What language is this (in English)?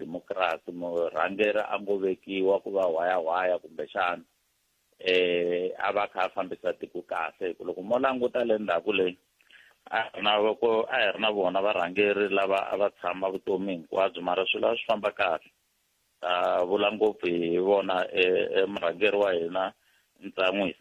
Tsonga